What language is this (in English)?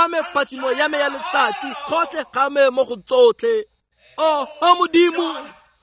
Tswana